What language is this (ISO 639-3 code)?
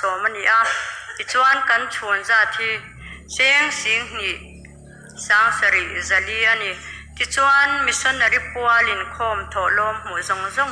lus